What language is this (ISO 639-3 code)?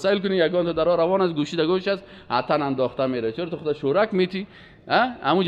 fas